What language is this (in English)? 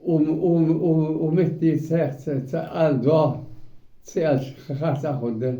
Ingush